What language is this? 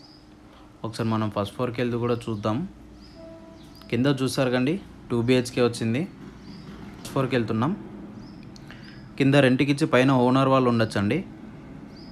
Telugu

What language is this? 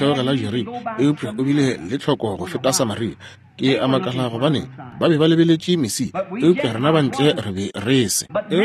Northern Sotho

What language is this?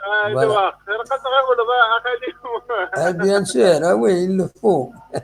Kabyle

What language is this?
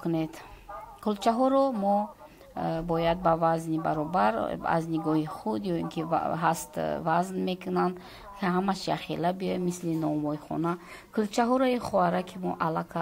Tajik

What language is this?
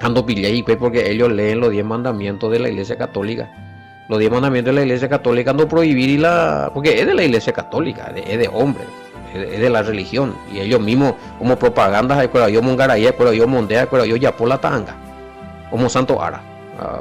Guarani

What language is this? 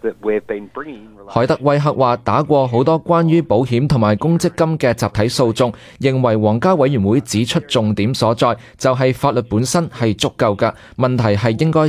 Cantonese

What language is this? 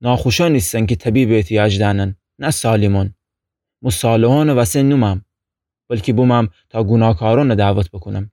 Gilaki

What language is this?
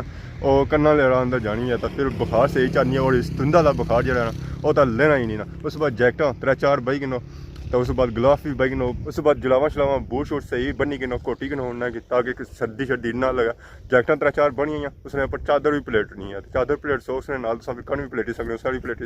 Pahari-Potwari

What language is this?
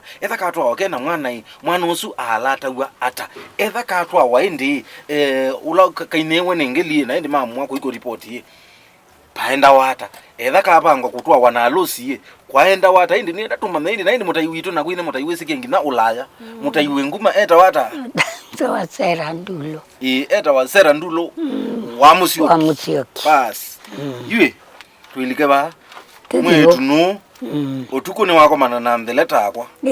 Kamba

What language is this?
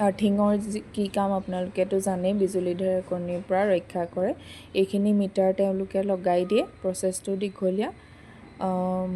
Assamese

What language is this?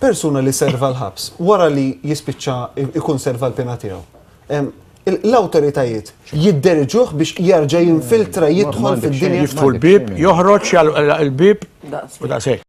Maltese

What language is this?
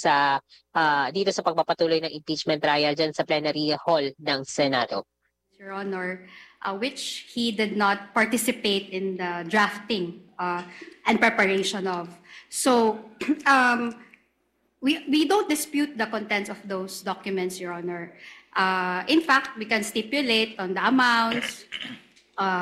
Filipino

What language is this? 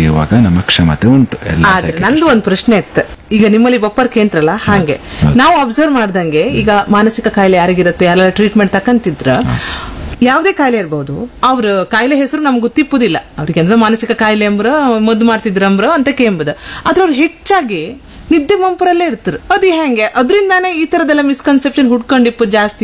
Kannada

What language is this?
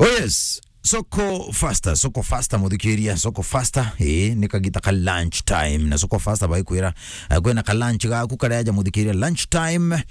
Meru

